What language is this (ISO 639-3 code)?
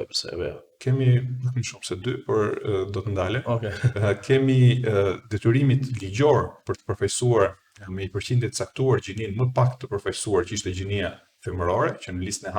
sqi